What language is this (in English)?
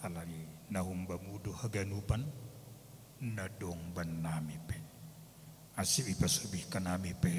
Batak Simalungun